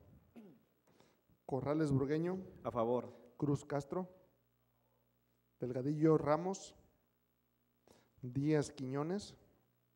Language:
Spanish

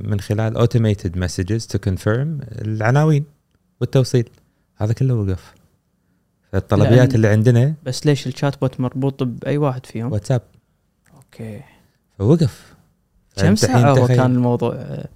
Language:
Gulf Arabic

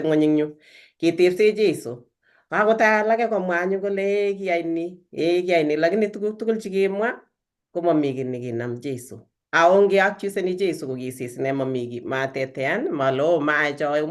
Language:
Kalenjin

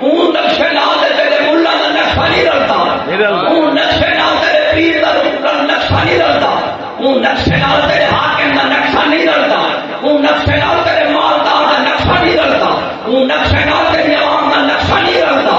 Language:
Saraiki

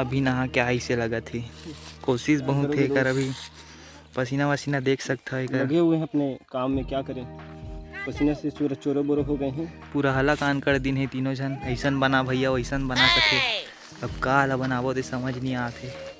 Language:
Chhattisgarhi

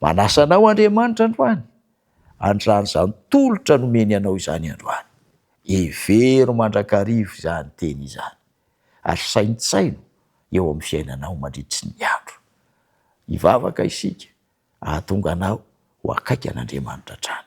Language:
Malagasy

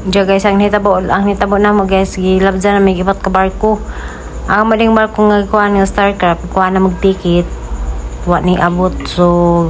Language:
Cebuano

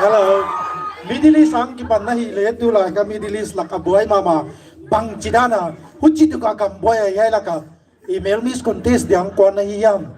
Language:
Paite Chin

